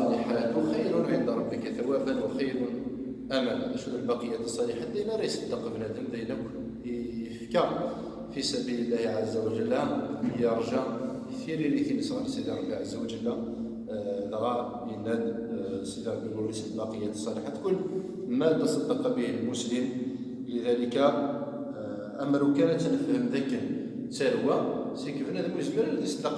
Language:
Kabyle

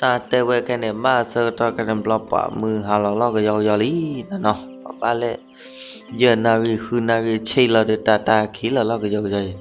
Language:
S'gaw Karen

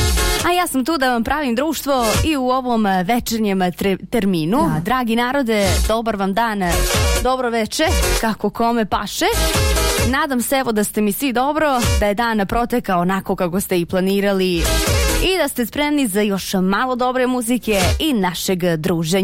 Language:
Bosnian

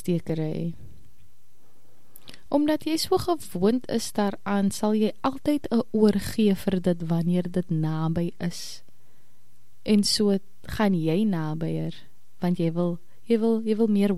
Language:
Afrikaans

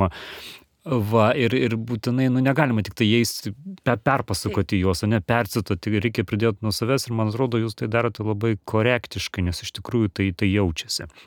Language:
Lithuanian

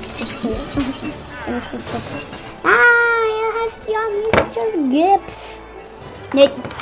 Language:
Swiss German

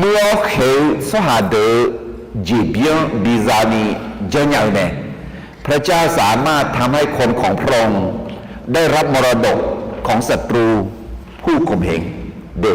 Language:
Akha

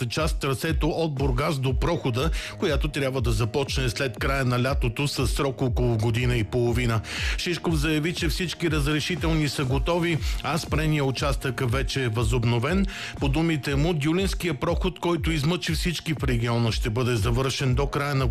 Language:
Bulgarian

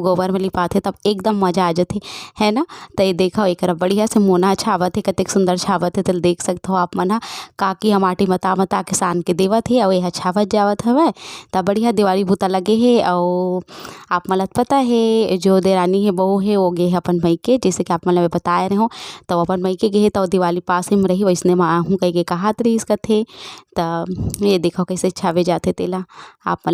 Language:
Chhattisgarhi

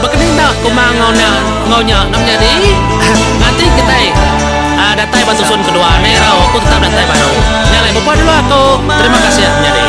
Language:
Iban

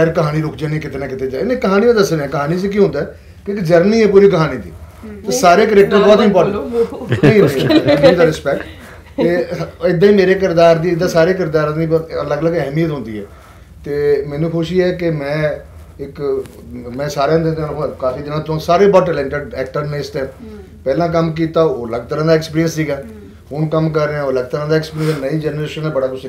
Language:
Punjabi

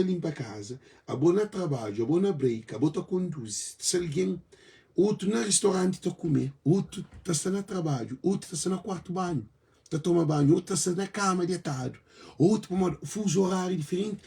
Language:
Kabuverdianu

